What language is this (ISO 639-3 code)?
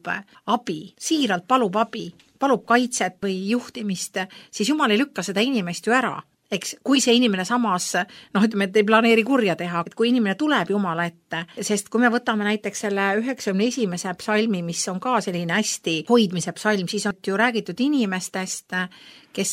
est